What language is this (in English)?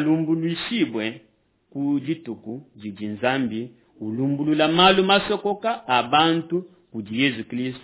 Luba-Lulua